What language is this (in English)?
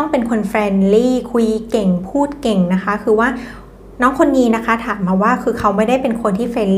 Thai